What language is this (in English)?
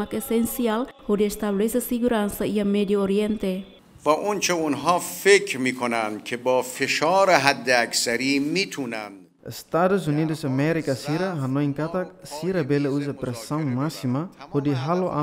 Tetum